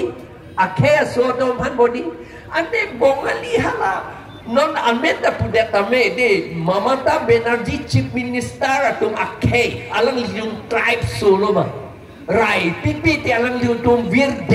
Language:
Karbi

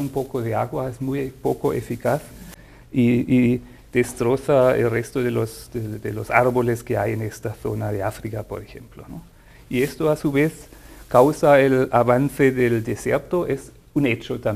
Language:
Spanish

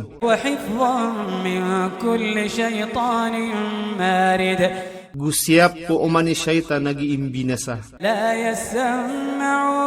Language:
Maranao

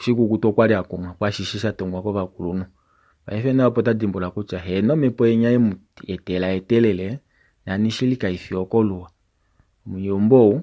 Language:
Kuanyama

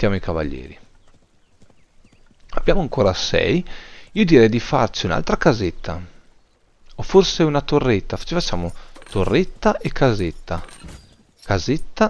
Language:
Italian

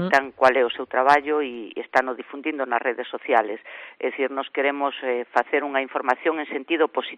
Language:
Galician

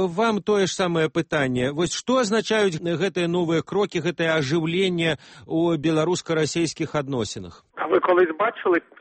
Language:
Belarusian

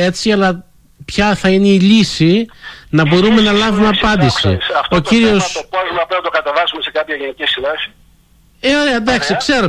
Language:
Greek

